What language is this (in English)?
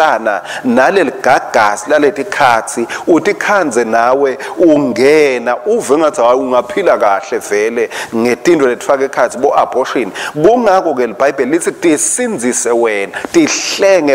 Swati